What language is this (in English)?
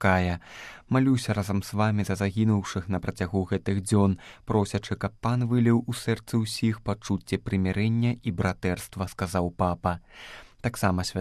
Belarusian